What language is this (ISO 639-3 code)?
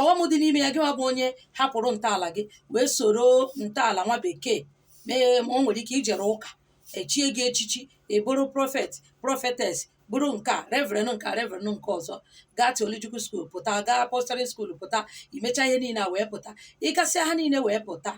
ibo